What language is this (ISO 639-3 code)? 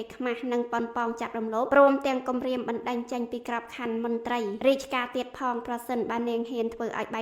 khm